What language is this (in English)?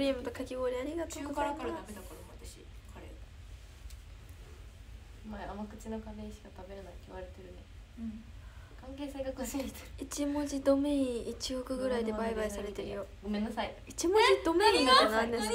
Japanese